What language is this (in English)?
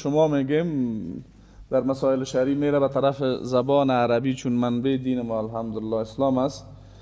Persian